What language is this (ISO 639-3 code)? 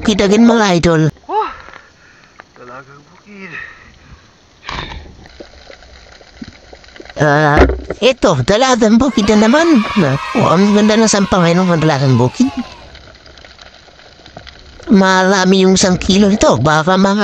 fil